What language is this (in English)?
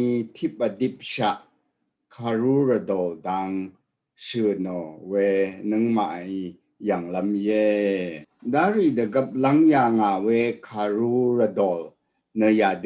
Rawang